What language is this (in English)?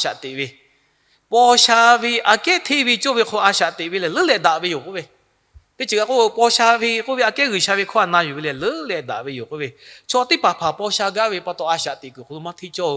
Lahu